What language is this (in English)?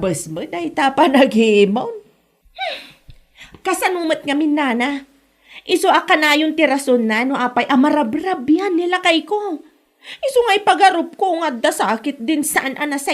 Iloko